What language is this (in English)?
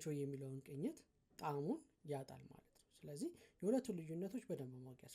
Amharic